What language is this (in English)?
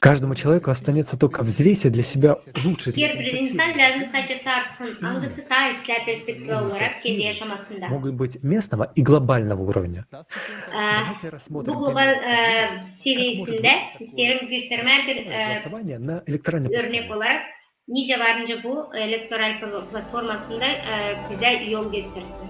Gagauz